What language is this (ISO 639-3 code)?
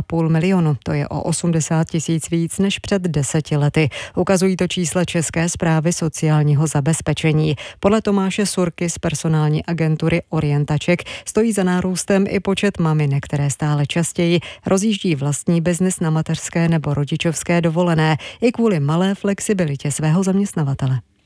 ces